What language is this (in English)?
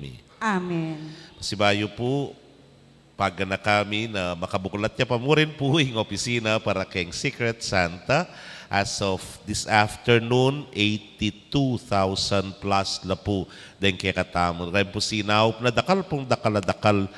Pampanga